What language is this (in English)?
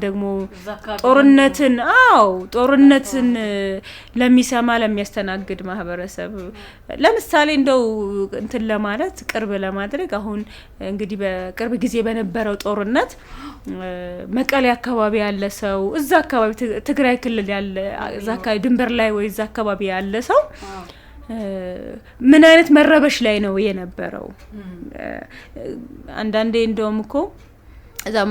Amharic